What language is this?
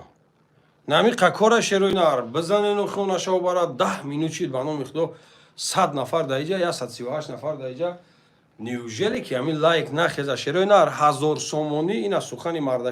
Tajik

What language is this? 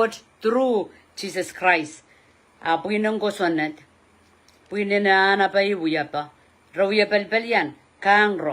Pohnpeian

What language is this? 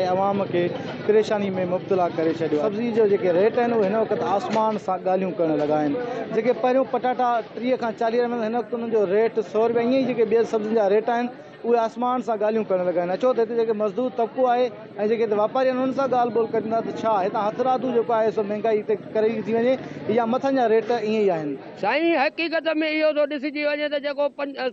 Sindhi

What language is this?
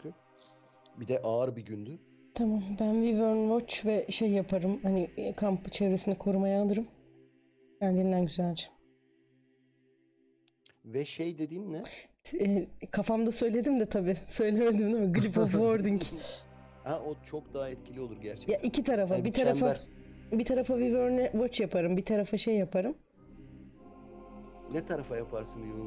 Turkish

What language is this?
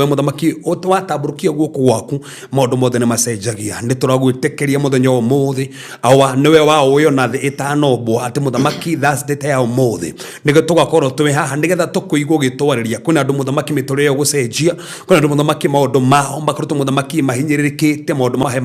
Kikuyu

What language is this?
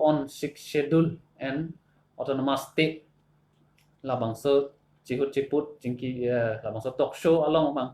Karbi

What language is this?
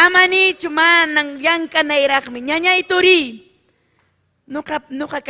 Ayacucho Quechua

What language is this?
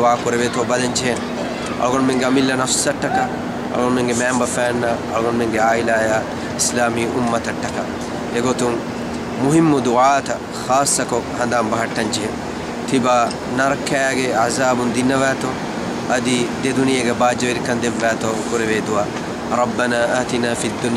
Divehi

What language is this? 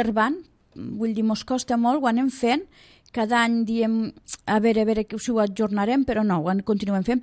Catalan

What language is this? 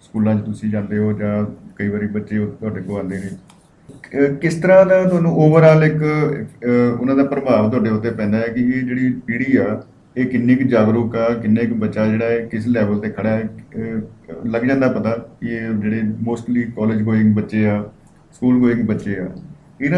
Punjabi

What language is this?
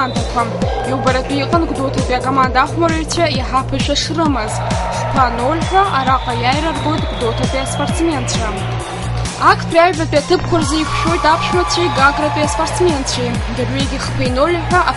Abkhazian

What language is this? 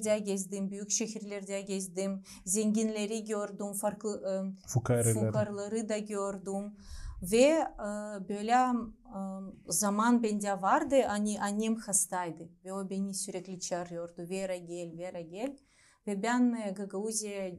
Gagauz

